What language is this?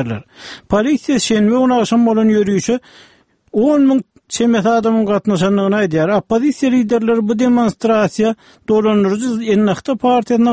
Turkmen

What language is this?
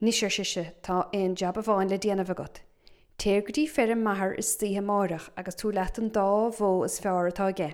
Irish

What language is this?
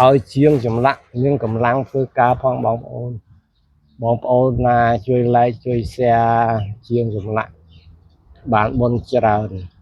Khmer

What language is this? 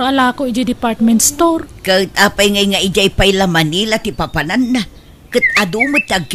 Iloko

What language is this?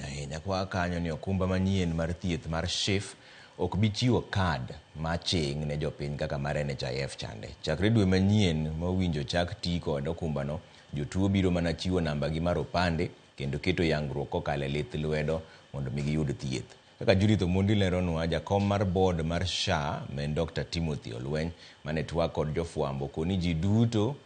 Luo (Kenya and Tanzania)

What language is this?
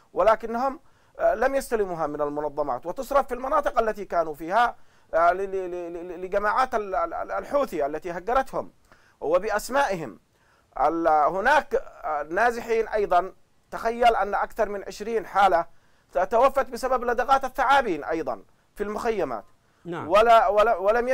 Arabic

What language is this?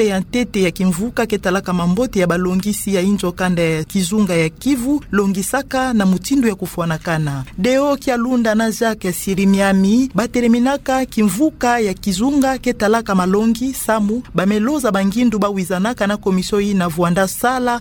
Kituba (Democratic Republic of Congo)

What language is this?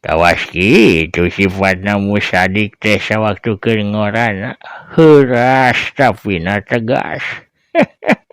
Sundanese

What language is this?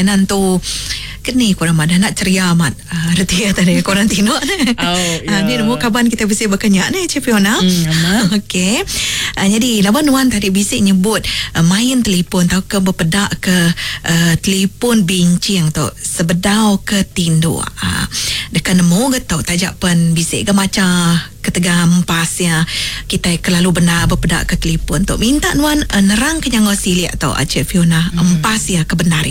Iban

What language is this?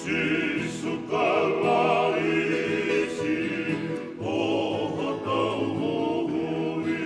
Tongan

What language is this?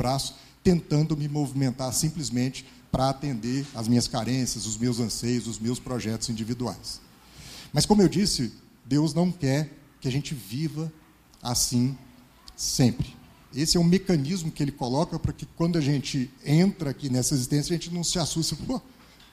Portuguese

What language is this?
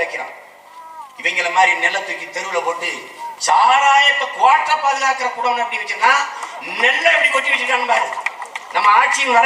Tamil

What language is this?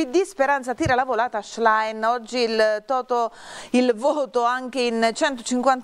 Italian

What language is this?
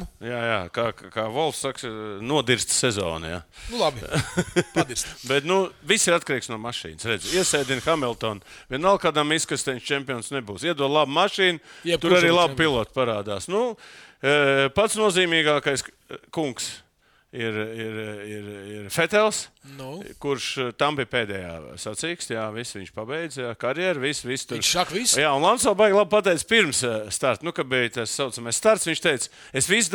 Latvian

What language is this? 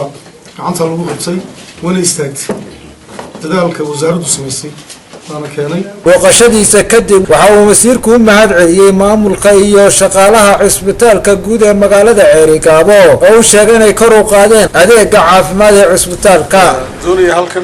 Somali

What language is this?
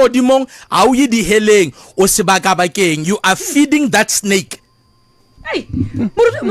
Northern Sotho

